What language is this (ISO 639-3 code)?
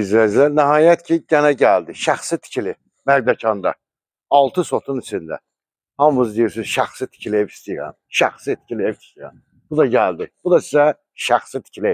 aze